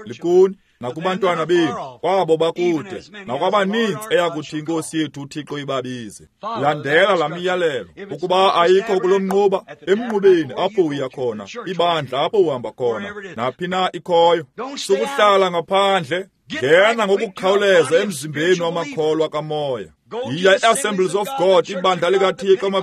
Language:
Xhosa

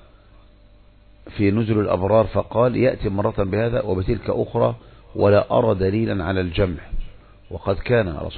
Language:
Arabic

